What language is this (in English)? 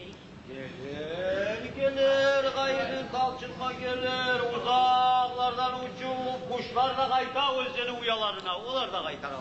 Kumyk